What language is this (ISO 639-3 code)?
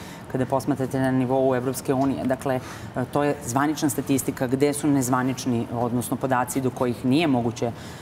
srp